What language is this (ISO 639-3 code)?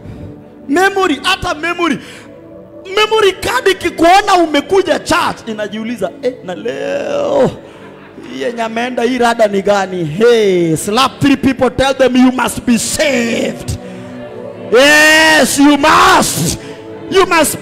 swa